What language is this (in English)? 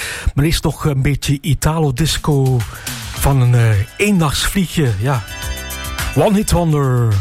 Dutch